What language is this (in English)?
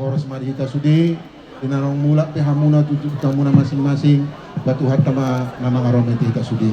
Batak Toba